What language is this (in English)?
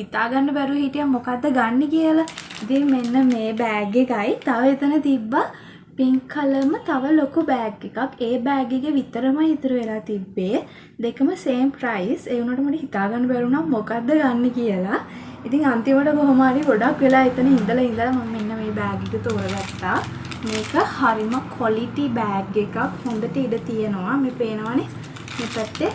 Sinhala